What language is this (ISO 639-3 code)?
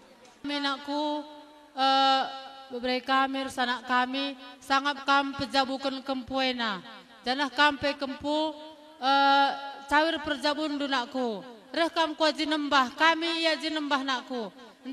btx